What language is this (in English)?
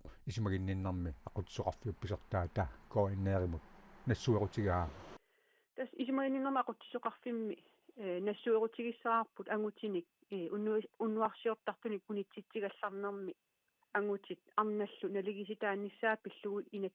Kalaallisut